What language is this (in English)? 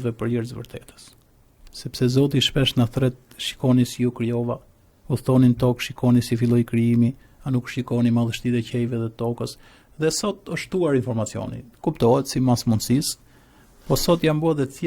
Albanian